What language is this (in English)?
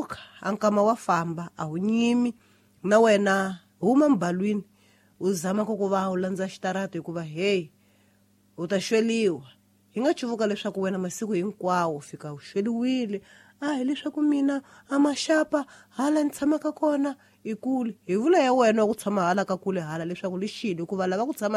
Tsonga